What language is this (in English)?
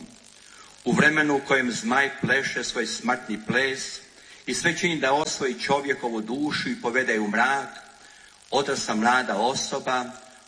Croatian